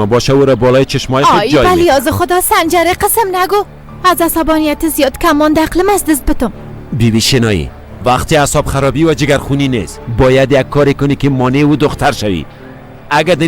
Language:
Persian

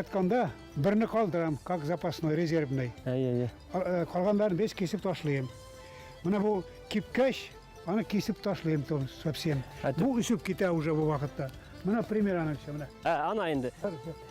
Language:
Bashkir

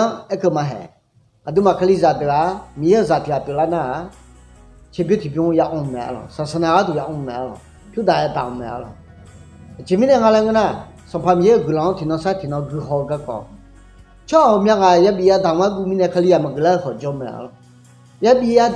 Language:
Akha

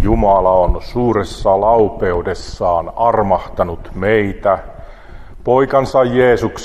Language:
Finnish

